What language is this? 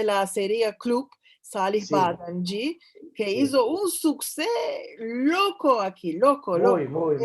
Ladino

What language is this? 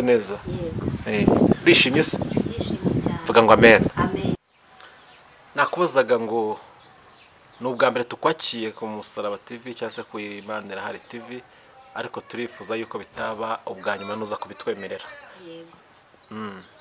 Kinyarwanda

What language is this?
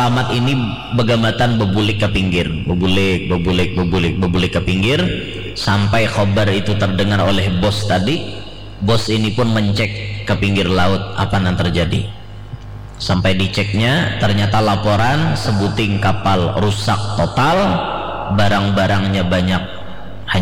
Banjar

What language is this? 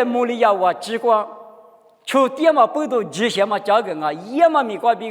Lisu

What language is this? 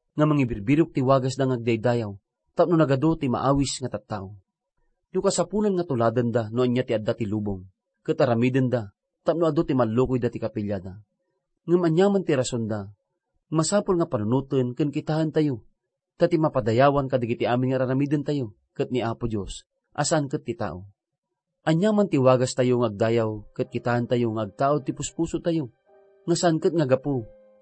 Iloko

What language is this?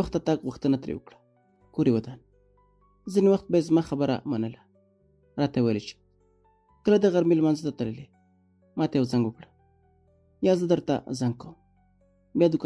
Pashto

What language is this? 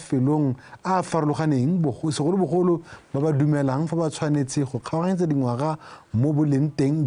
Tswana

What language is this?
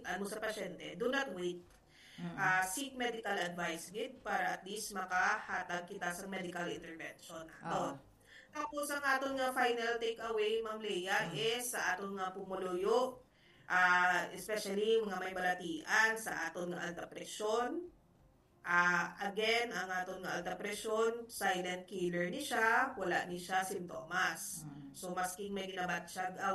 Hiligaynon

